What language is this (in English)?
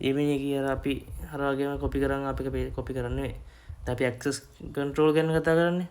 Sinhala